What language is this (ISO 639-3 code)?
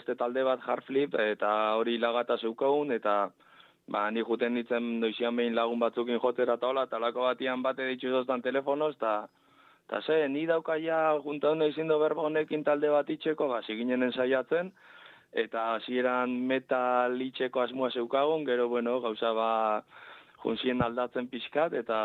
eus